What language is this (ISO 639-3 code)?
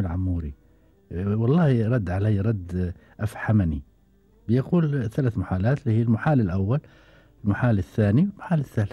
afb